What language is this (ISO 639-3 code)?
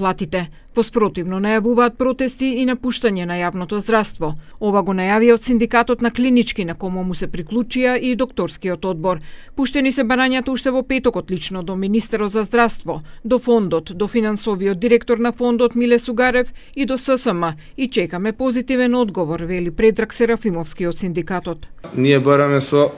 mkd